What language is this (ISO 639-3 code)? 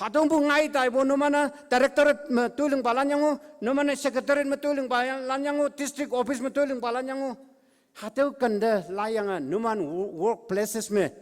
nbe